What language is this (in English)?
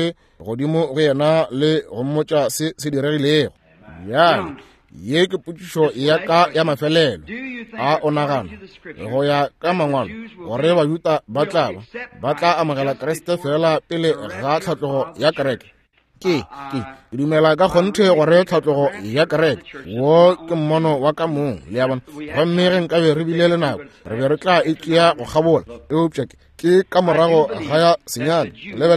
Northern Sotho